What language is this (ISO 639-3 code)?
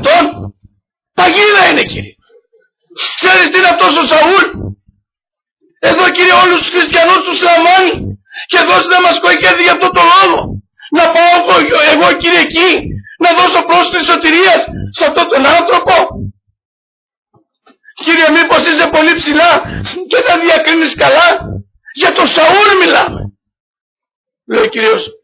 ell